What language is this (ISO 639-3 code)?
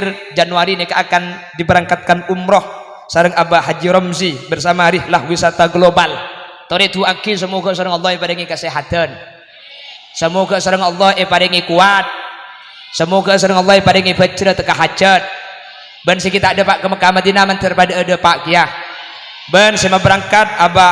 mad